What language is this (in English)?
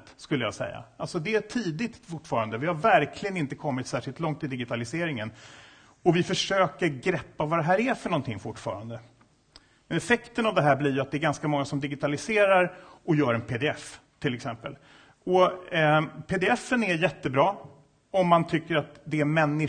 Swedish